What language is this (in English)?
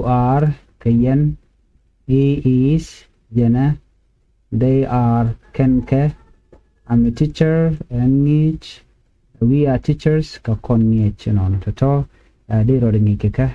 Nuer